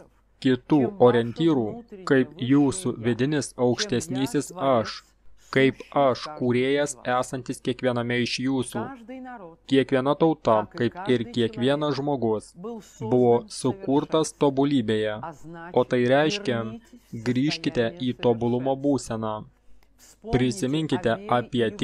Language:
Lithuanian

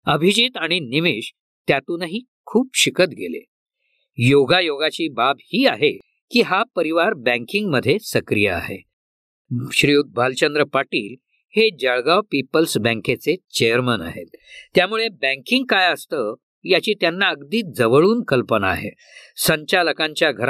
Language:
Marathi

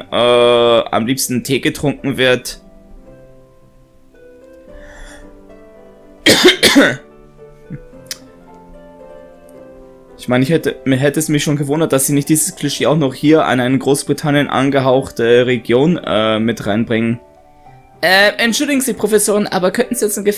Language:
German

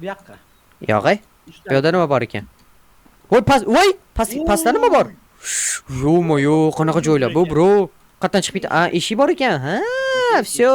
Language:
Uzbek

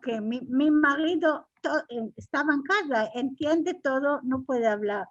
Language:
Ladino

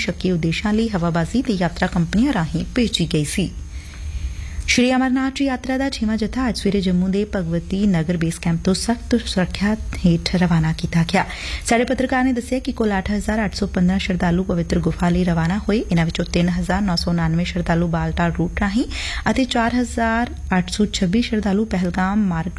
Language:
Punjabi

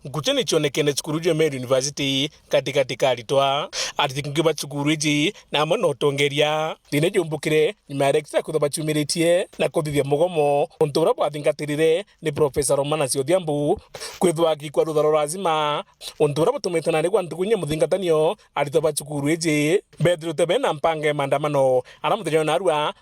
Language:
Meru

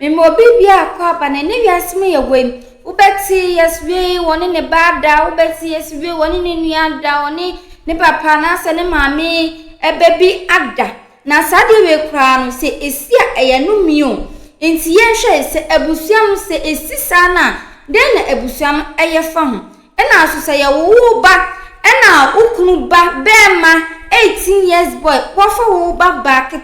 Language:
Akan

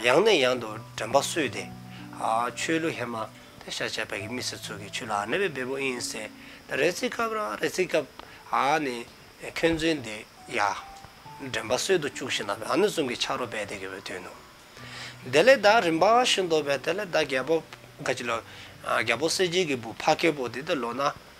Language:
Dzongkha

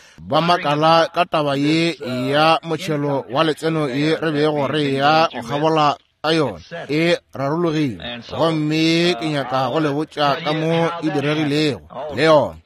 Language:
Northern Sotho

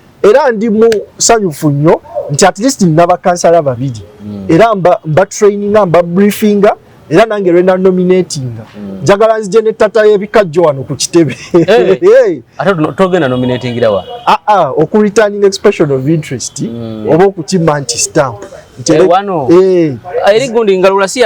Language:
Ganda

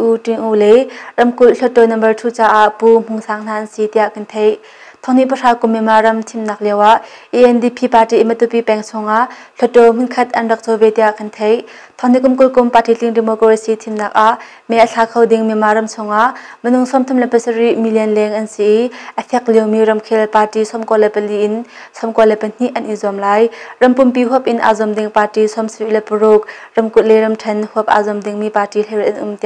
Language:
Hakha Chin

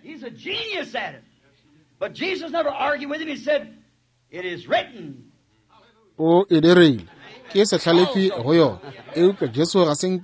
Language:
Northern Sotho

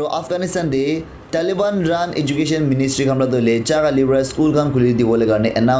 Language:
Naga Pidgin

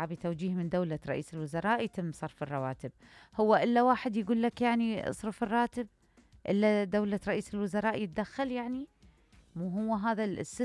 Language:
Mesopotamian Arabic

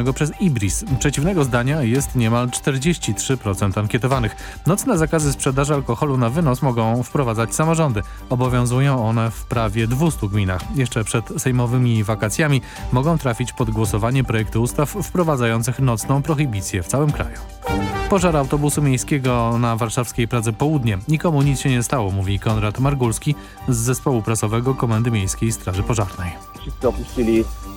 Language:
Polish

